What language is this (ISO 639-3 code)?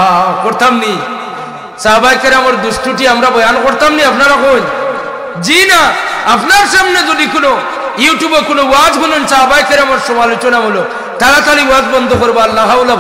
syl